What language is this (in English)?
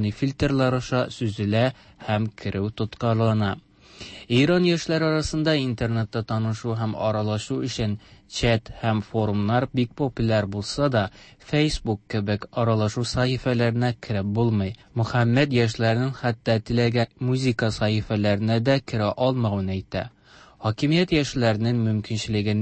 Tatar